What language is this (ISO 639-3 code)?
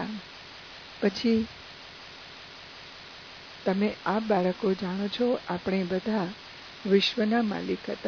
guj